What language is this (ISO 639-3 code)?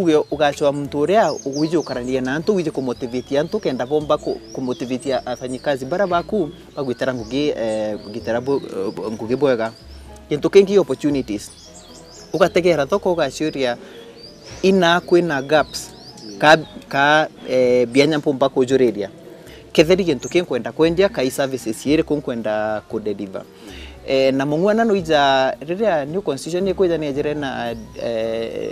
mer